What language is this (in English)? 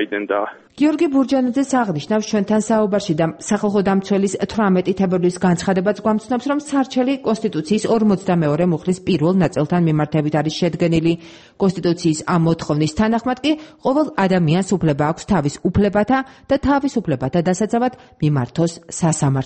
Georgian